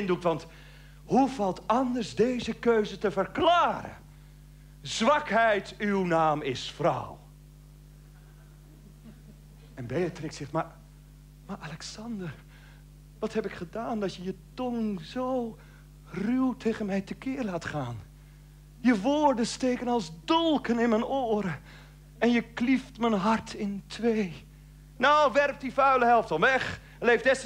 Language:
Dutch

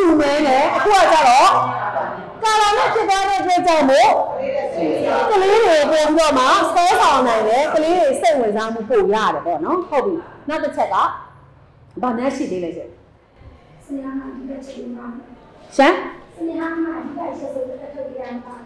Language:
Burmese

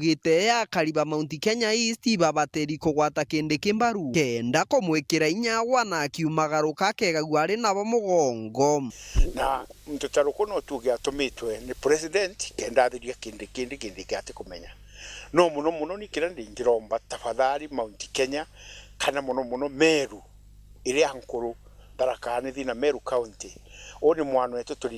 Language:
Meru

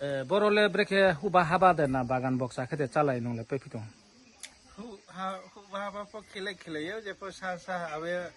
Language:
Riang (India)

